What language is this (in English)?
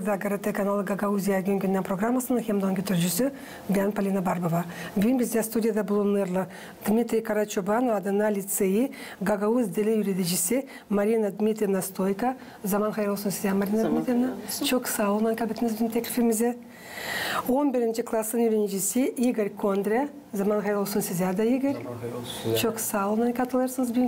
Gagauz